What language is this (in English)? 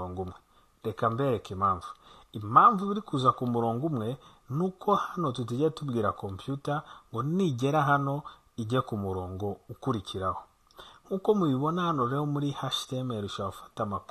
Kinyarwanda